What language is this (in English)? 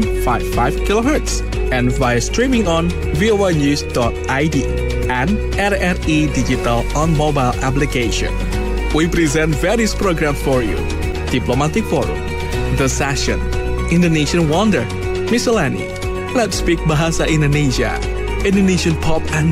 English